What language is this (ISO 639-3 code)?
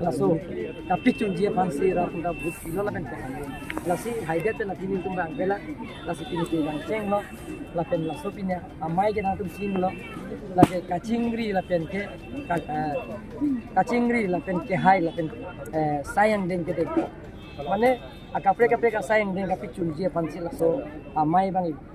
mjw